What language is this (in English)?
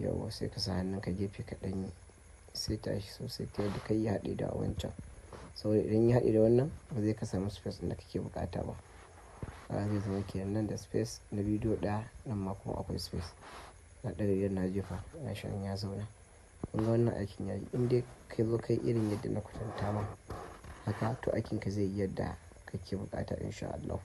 Hausa